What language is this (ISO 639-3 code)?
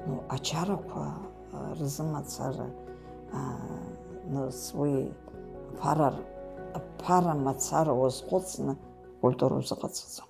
abk